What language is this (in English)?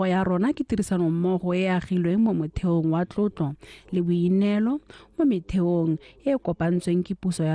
Tswana